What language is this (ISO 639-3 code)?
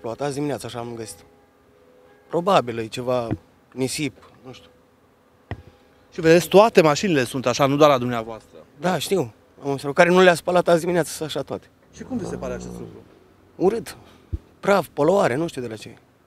ron